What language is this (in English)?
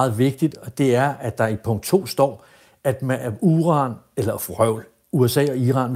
Danish